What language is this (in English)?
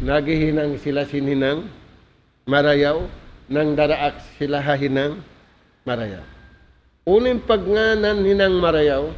Tausug